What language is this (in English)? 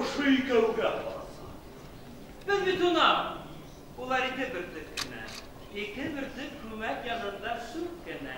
Bashkir